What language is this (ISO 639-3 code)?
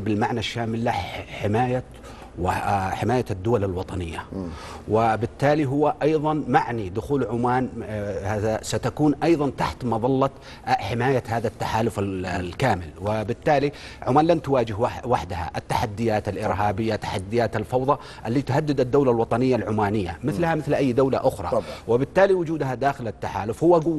ara